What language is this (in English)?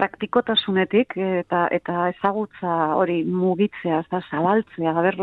Basque